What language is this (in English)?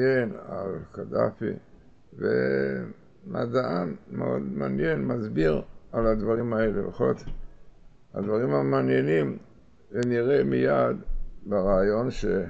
Hebrew